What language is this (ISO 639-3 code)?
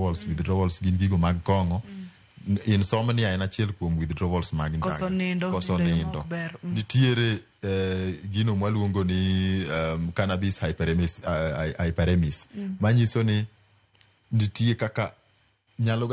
luo